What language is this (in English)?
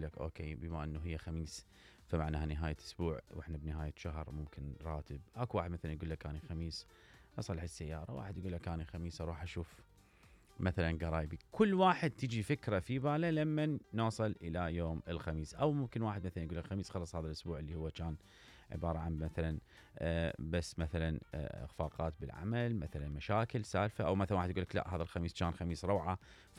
Mesopotamian Arabic